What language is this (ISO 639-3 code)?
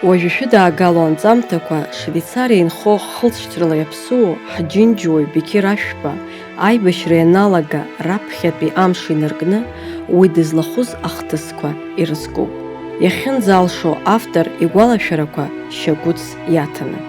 abk